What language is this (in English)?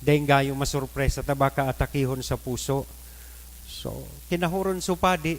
Bikol